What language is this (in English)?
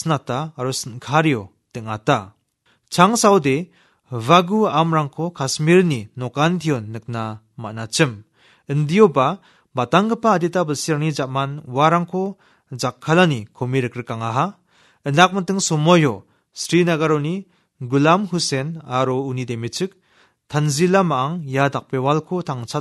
Garo